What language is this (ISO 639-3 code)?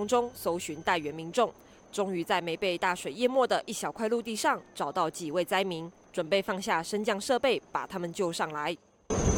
zho